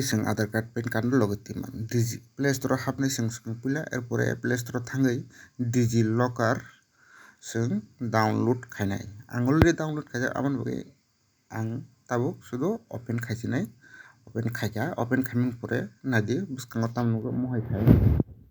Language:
Kok Borok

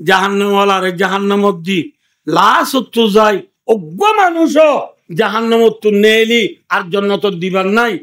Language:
Rohingya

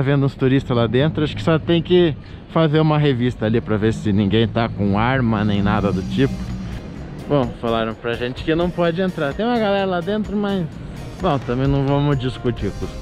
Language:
Portuguese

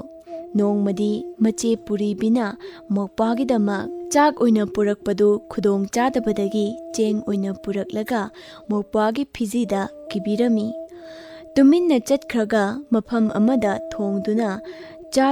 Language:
Manipuri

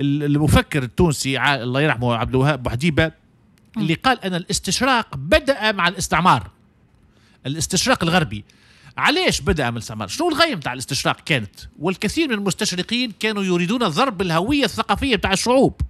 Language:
Tunisian Arabic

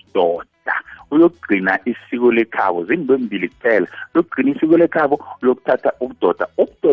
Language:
South Ndebele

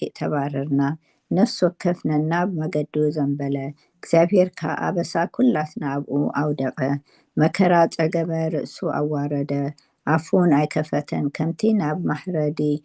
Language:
Tigrinya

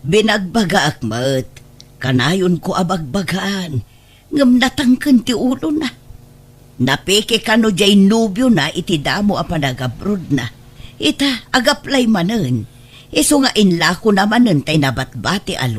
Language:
Iloko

